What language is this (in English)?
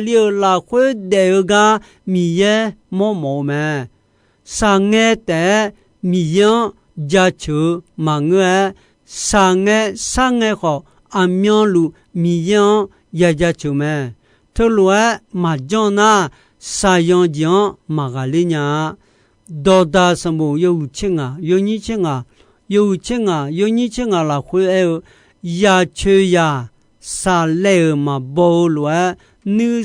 Akha